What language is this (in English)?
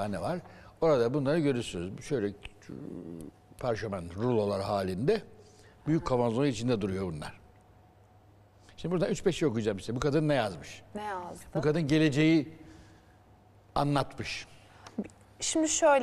Turkish